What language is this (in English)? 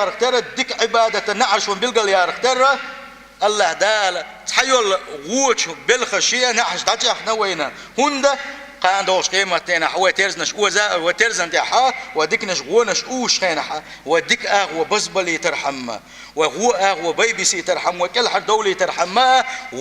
Chechen